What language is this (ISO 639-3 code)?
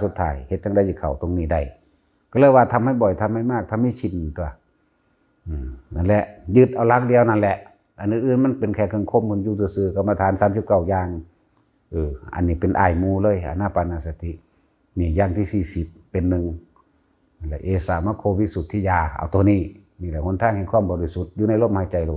tts